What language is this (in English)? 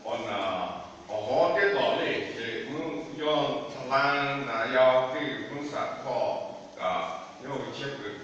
Lahu